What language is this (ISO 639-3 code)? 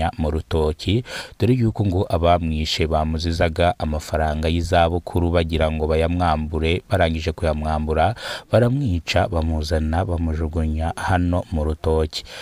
kin